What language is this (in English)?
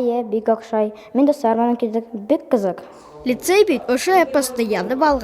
Bashkir